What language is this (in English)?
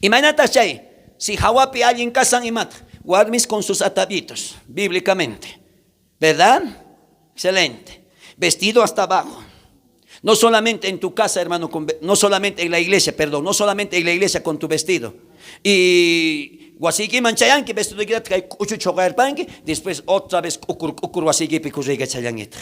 South Bolivian Quechua